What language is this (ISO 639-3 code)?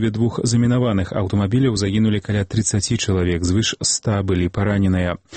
bel